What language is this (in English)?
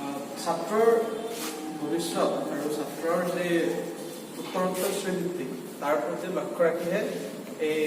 Assamese